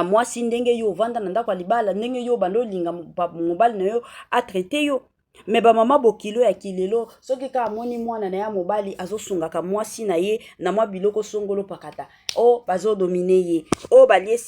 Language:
Lingala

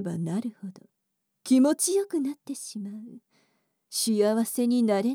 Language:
Japanese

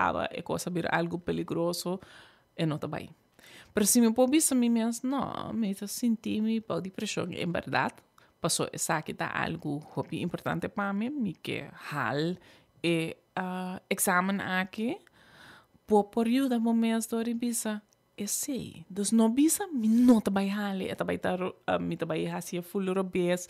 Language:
Papiamento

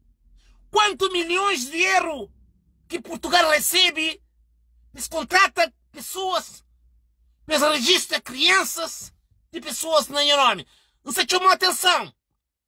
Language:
Kabuverdianu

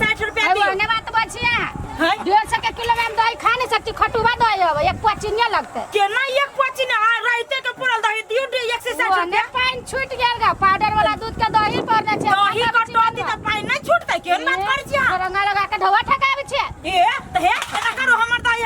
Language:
Maithili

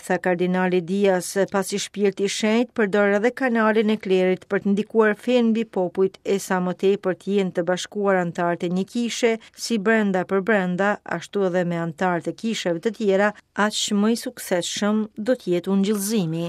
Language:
Albanian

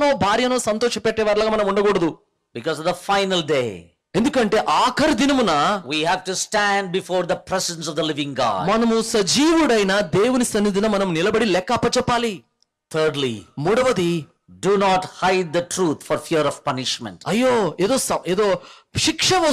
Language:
Telugu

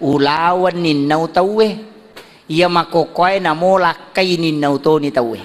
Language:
Buginese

